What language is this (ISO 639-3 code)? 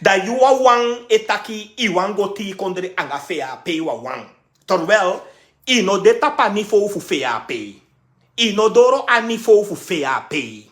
srn